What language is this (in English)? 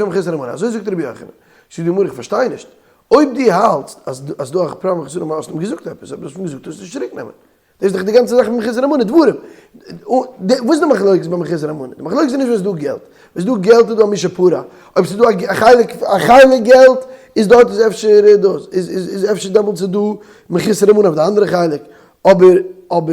Yiddish